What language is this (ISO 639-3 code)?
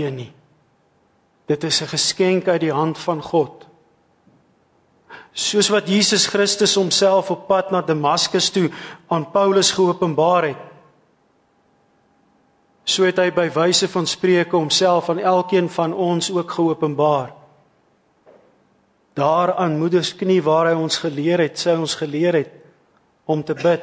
afr